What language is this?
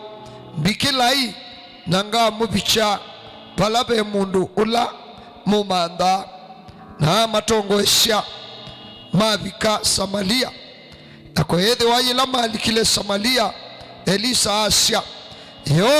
Kamba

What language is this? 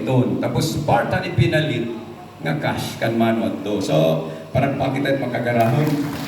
Waray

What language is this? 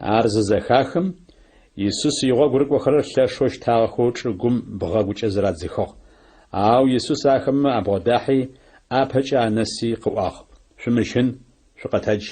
Adyghe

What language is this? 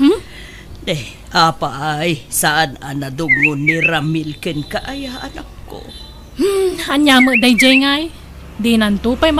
Iloko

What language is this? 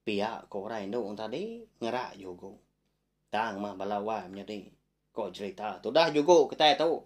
Iban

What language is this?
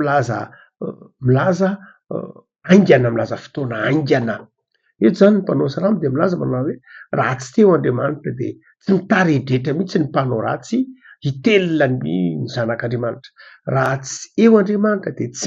Malagasy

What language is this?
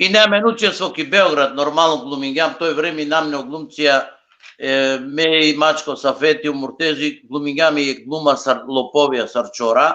Balkan Romani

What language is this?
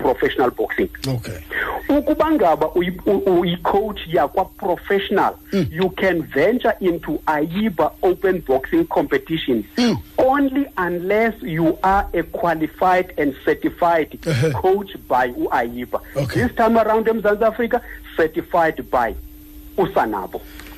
Xhosa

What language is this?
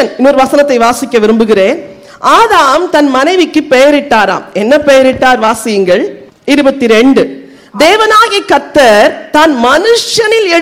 Tamil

